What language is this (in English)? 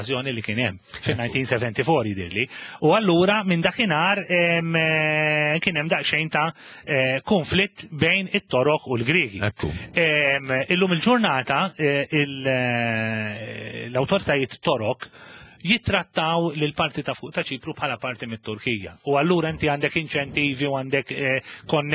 Maltese